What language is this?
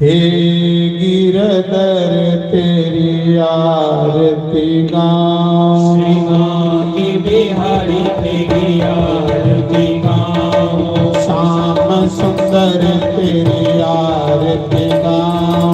Dogri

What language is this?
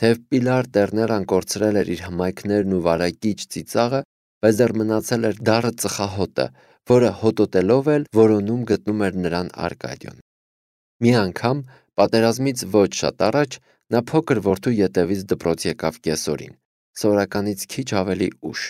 Armenian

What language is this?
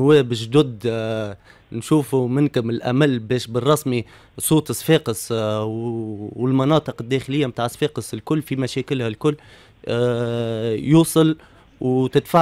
Tunisian Arabic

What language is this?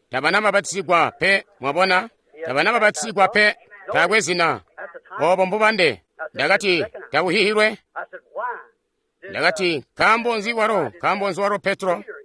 Tonga (Zambia)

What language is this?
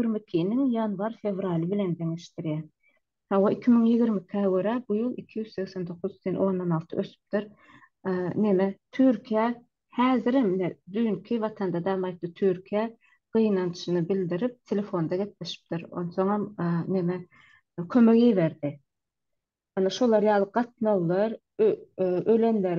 Turkmen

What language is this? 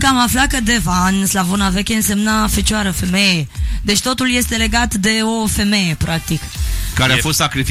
Romanian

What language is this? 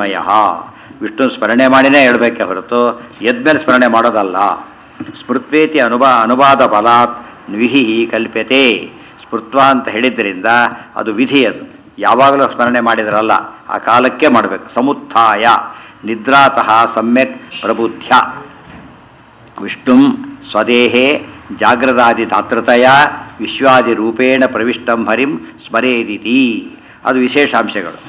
Kannada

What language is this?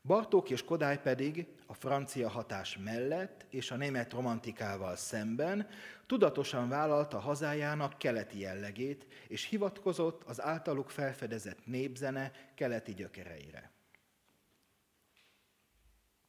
Hungarian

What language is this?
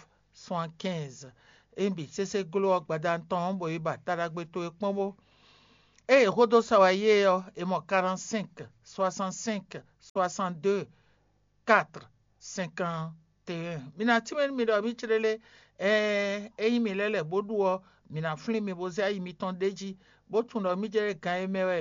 Fon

